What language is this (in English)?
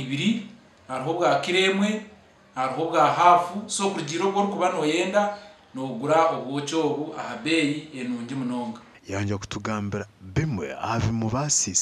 Nyankole